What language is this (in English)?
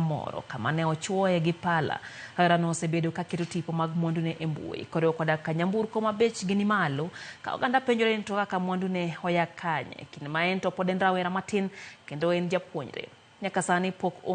Luo (Kenya and Tanzania)